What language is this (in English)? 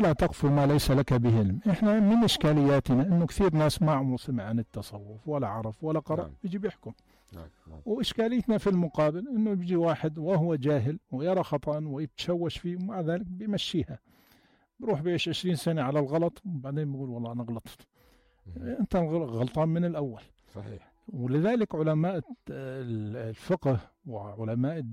North Levantine Arabic